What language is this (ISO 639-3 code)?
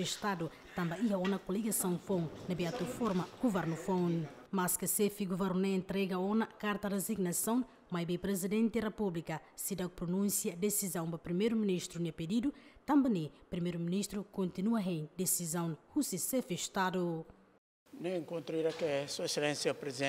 tet